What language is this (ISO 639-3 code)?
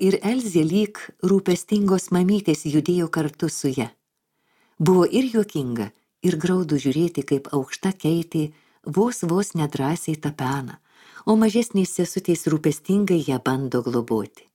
lit